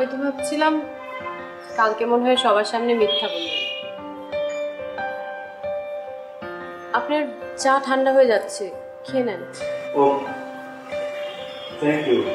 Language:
Bangla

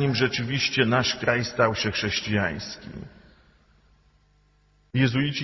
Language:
Polish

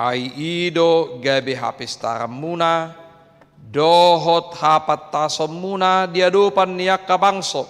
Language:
Batak Toba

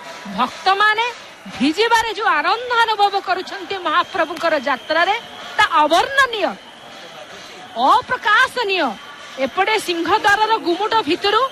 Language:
Odia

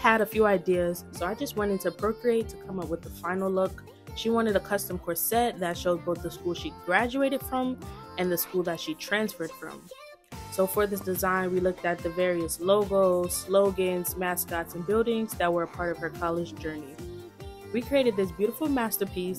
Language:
English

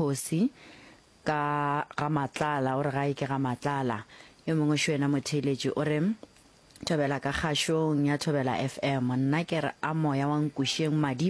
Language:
Northern Sotho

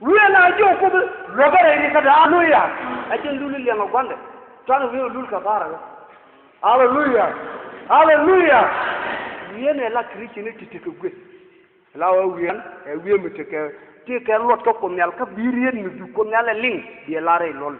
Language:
Nuer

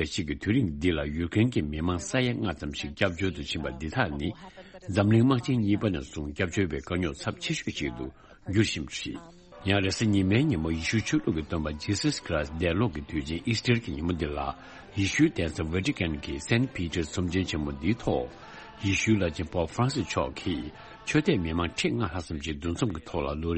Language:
Tibetan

